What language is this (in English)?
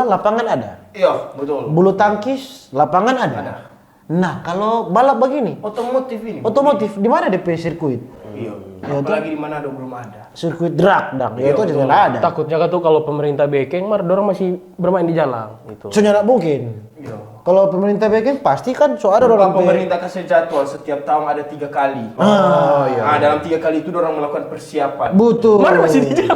Manado Malay